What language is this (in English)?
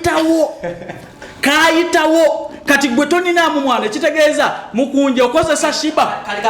Ganda